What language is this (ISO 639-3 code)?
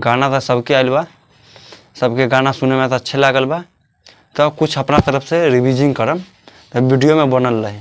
bho